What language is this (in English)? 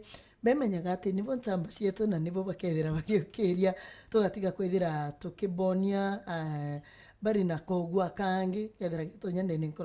Meru